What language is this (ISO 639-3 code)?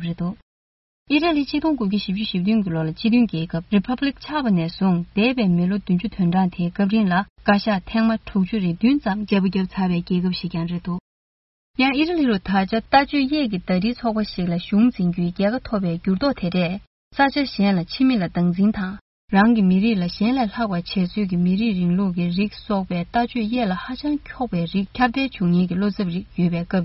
bod